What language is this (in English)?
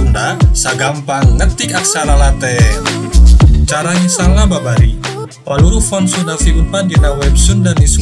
Sundanese